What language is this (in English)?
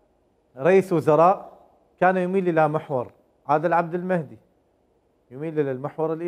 Mesopotamian Arabic